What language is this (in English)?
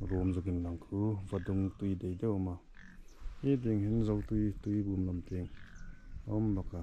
Hmar